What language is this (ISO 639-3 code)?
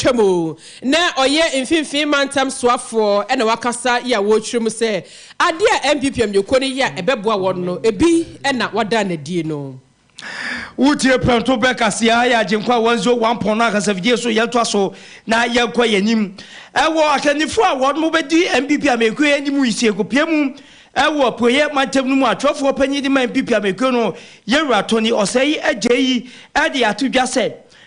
aka